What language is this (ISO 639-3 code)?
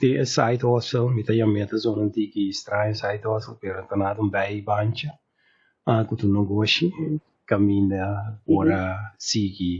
pap